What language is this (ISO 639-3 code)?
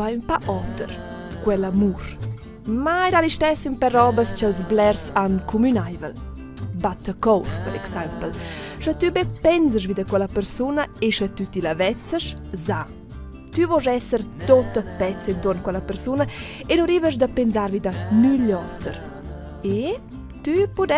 roh